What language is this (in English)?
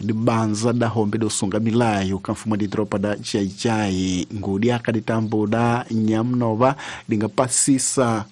Tsonga